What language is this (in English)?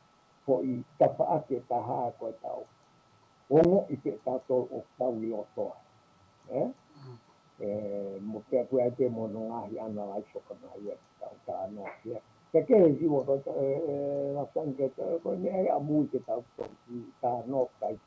Tongan